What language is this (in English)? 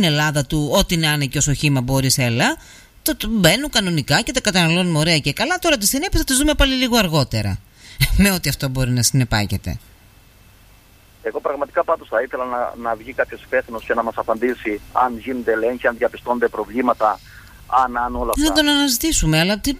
Greek